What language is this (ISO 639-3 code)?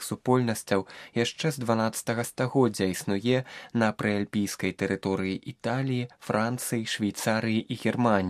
bel